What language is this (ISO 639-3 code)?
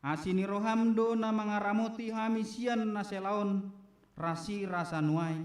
bbc